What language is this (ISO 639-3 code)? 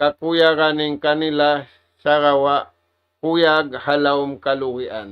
tsg